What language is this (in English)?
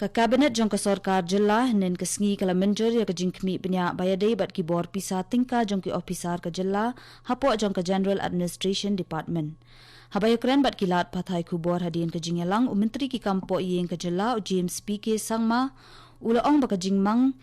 Khasi